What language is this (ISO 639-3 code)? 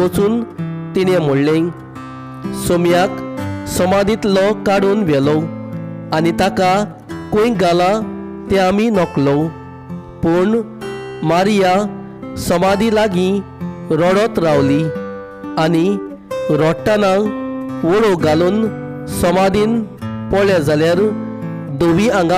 kok